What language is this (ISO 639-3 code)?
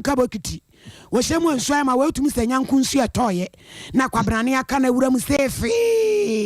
aka